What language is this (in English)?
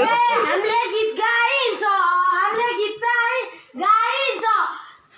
Nepali